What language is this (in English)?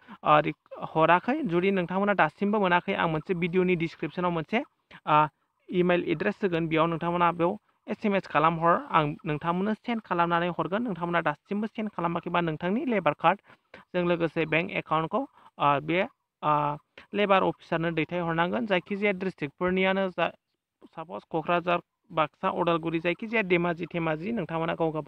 Bodo